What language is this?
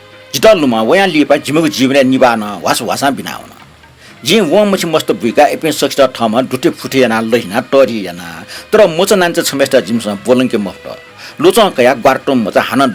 Newari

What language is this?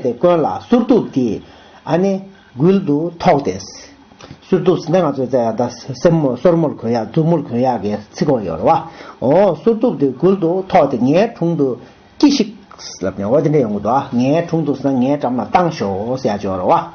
Tibetan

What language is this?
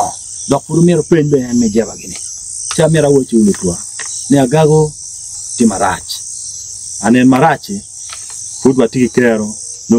Acoli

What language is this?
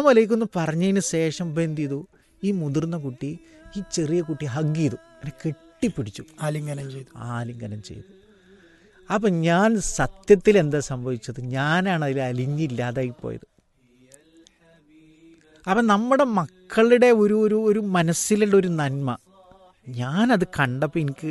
Malayalam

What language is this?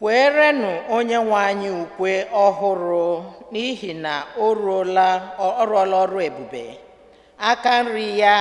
Igbo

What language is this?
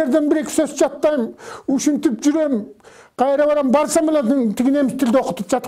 Kyrgyz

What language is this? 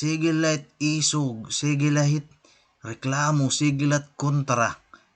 Waray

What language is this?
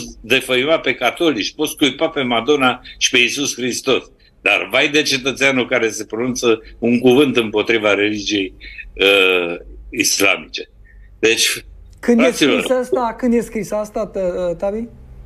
Romanian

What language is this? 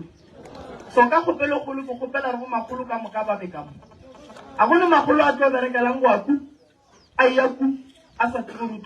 Northern Sotho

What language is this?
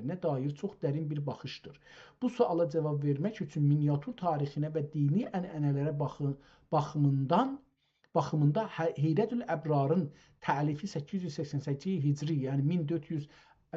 South Azerbaijani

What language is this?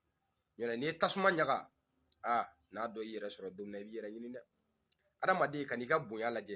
Bambara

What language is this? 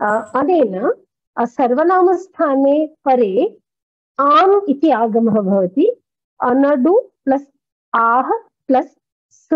Sanskrit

